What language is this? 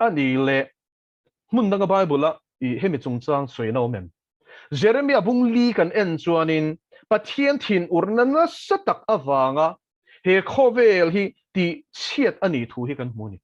Mizo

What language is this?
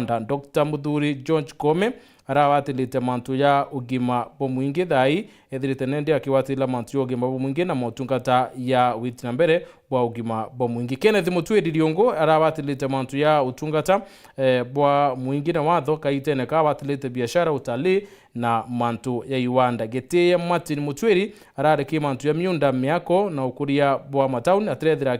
Meru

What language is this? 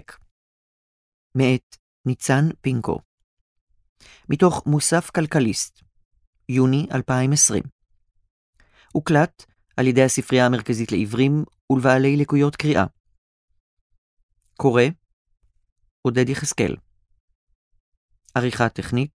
Hebrew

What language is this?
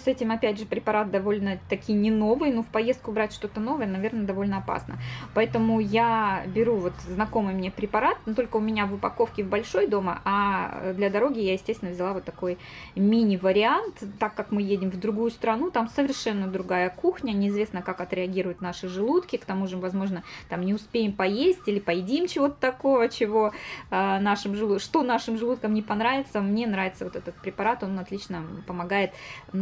Russian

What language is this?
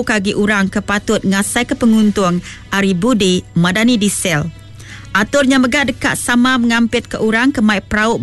Iban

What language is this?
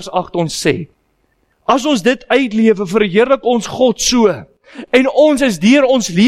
Afrikaans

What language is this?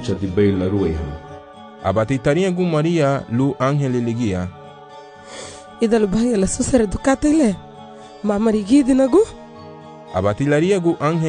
Garifuna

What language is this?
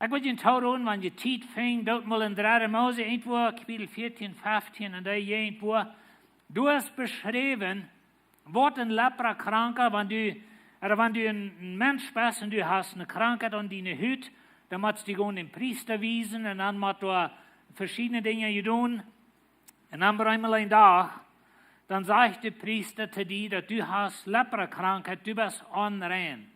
Plautdietsch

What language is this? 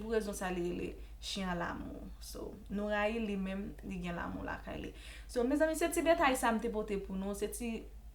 Haitian Creole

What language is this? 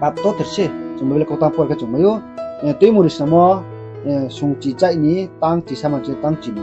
Riang (India)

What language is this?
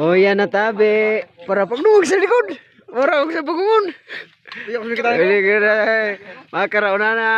Bikol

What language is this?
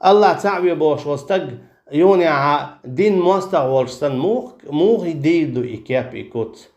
Chechen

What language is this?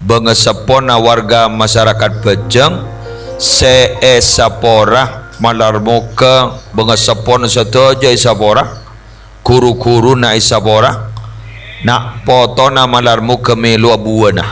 Madurese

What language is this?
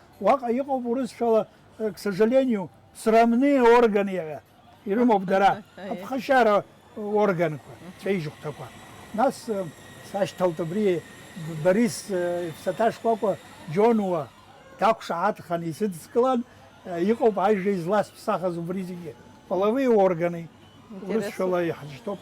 Abkhazian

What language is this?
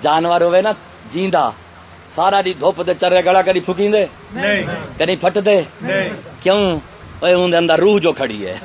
Saraiki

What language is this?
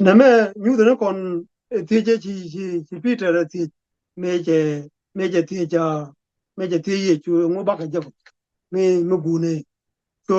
Nuer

